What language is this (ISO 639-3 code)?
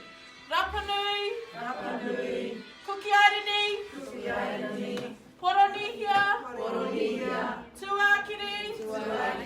mri